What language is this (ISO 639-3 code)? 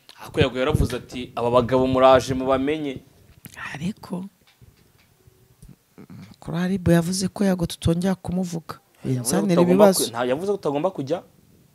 kin